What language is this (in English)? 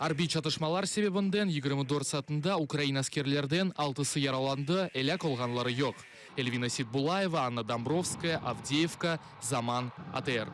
Crimean Tatar